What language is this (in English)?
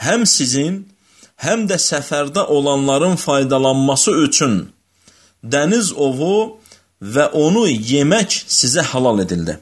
Azerbaijani